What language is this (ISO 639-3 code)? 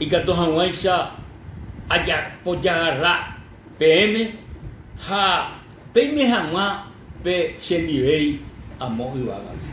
grn